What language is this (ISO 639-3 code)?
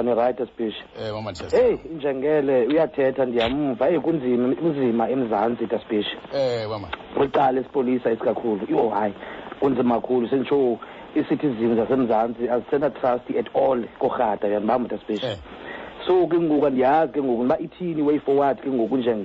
xho